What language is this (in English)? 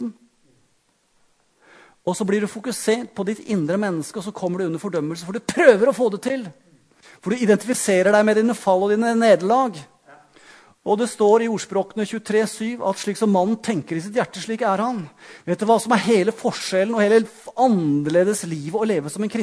Norwegian